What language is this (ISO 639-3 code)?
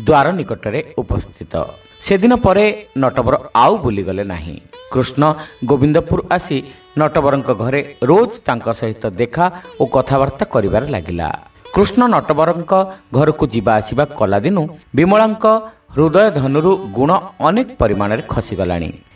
ori